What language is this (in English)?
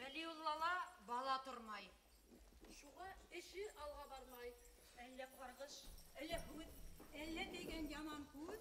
Bashkir